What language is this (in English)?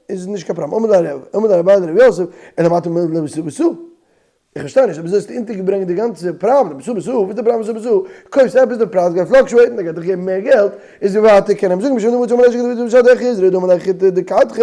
Yiddish